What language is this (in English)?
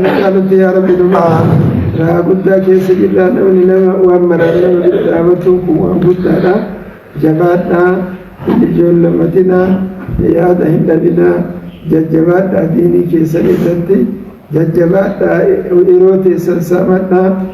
Oromo